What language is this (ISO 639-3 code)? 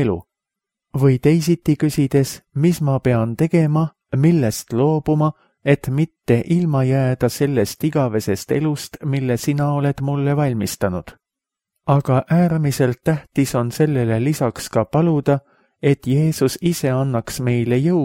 est